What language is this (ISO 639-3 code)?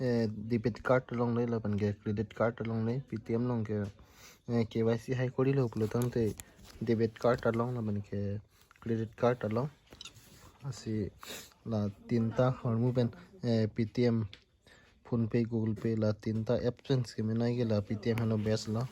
mjw